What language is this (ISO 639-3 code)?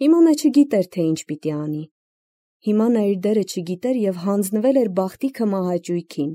hye